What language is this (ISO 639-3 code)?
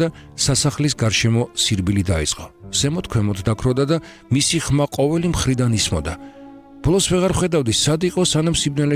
kat